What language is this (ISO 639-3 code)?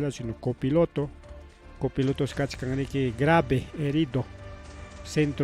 quy